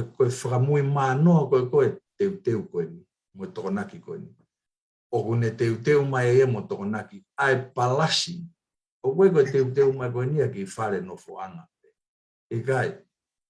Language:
Tongan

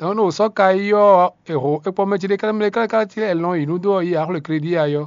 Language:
Fon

